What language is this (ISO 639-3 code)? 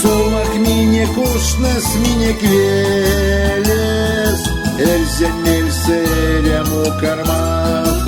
myv